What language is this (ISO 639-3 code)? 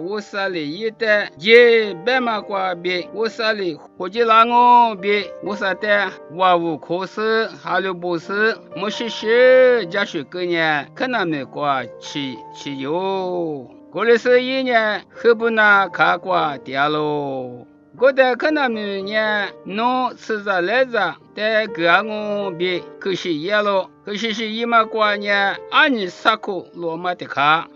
lis